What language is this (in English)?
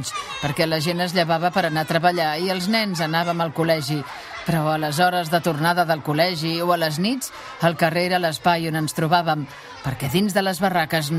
Catalan